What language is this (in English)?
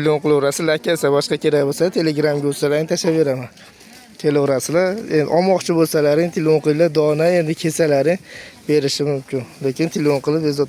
Uzbek